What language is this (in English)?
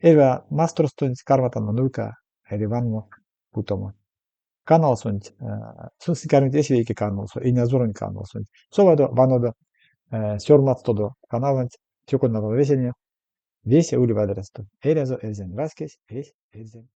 Erzya